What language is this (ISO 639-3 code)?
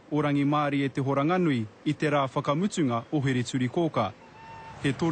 mri